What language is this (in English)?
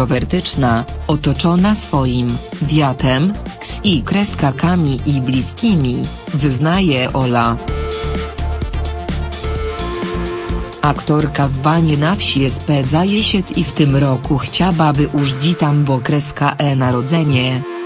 Polish